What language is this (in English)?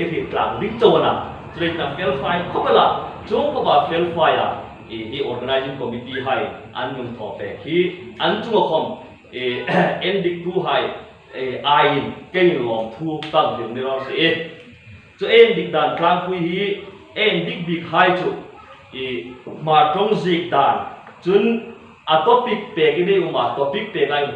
Hmar